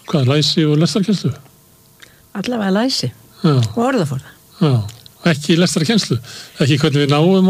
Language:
Icelandic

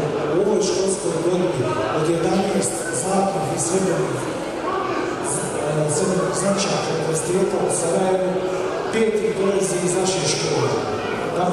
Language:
Bosnian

